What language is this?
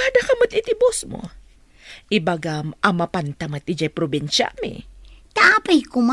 Iloko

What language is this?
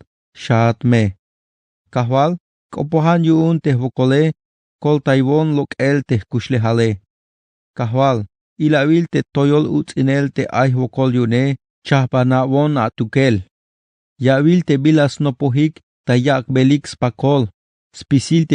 Tzeltal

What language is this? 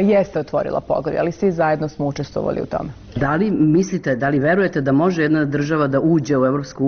Serbian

